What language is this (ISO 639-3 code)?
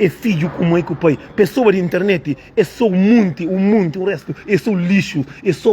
kea